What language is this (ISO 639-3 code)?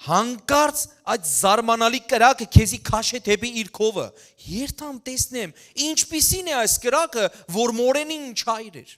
hyw